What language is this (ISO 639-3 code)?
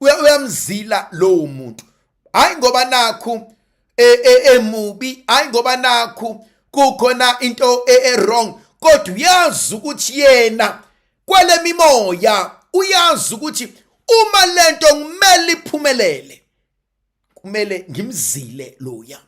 zul